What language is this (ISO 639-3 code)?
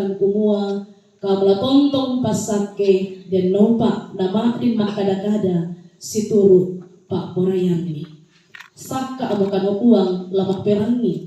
sda